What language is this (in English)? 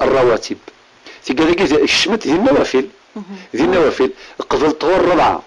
Kabyle